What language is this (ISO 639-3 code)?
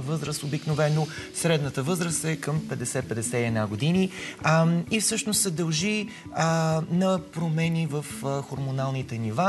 bul